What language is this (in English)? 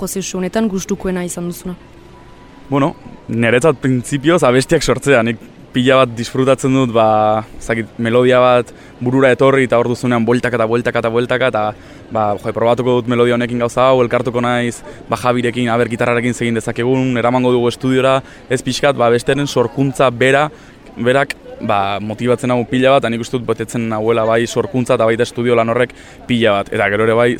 Basque